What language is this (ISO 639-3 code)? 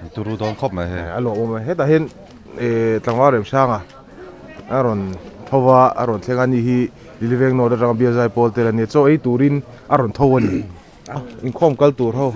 lus